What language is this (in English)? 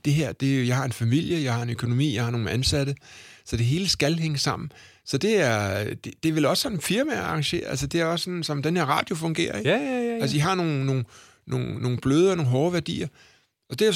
Danish